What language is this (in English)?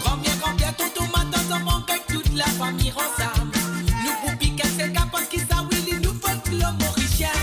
Morisyen